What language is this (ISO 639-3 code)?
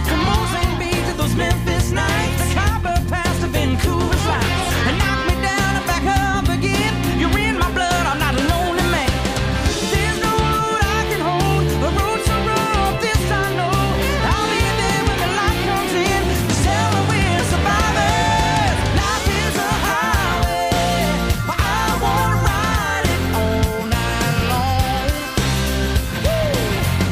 eng